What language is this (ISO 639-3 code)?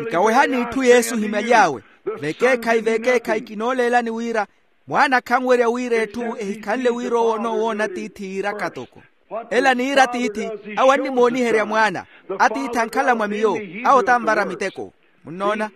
vmw